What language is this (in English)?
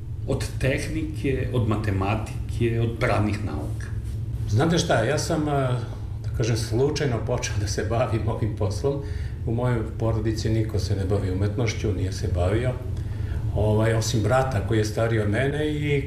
Serbian